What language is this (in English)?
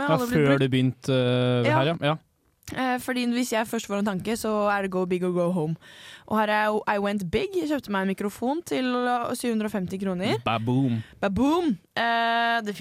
Norwegian